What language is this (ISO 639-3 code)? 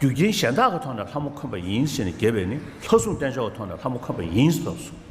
bod